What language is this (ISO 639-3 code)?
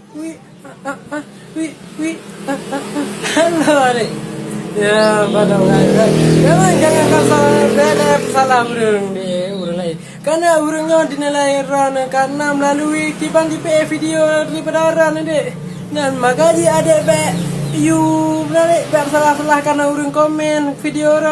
ace